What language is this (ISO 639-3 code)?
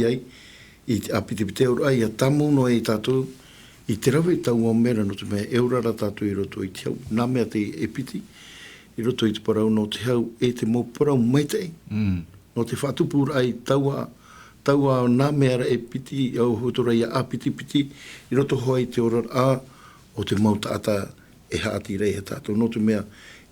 tah